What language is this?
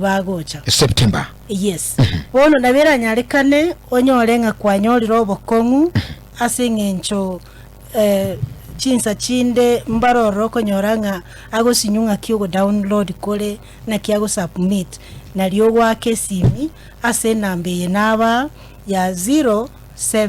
Gusii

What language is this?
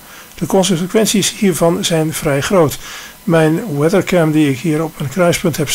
Dutch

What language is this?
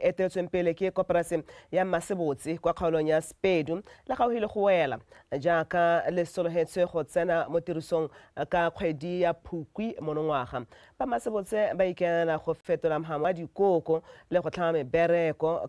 Tswana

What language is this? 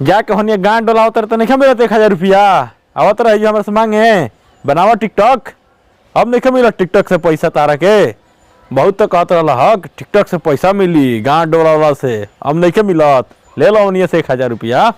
Bhojpuri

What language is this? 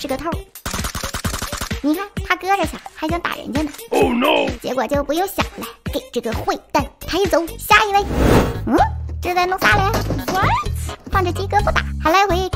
Chinese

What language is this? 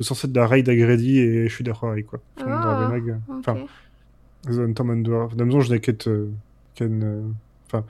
Breton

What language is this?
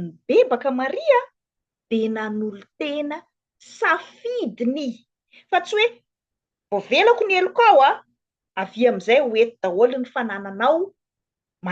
Malagasy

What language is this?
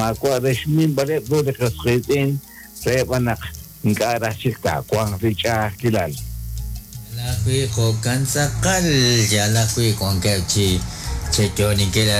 Kekchí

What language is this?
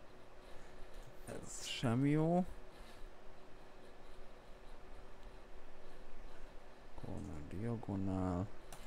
Hungarian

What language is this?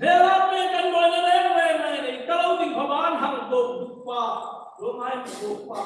Hmar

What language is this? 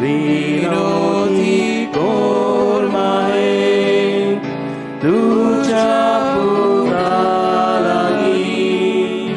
Konkani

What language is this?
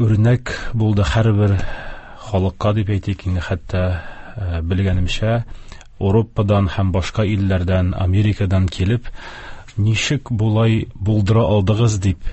Tatar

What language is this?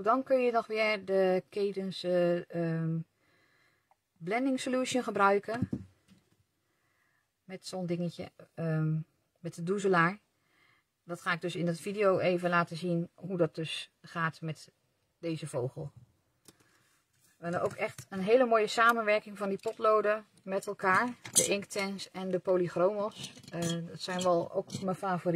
Dutch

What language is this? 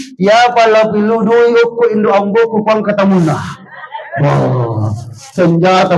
Buginese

